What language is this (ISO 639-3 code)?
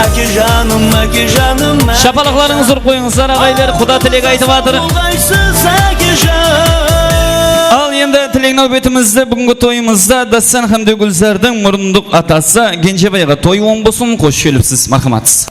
kaa